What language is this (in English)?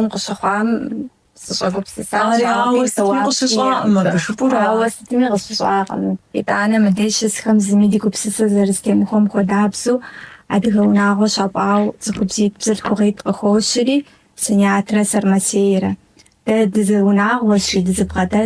Kabardian